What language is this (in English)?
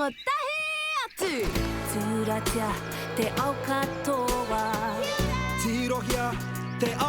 Māori